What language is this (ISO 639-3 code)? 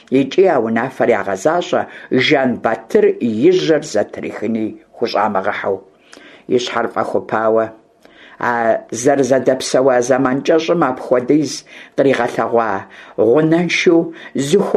kbd